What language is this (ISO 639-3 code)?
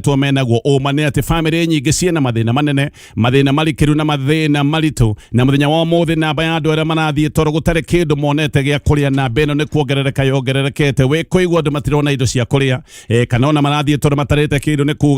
kik